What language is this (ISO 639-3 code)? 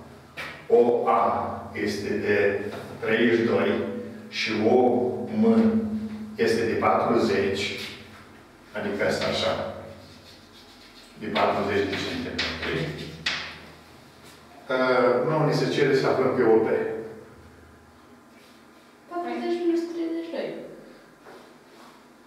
ron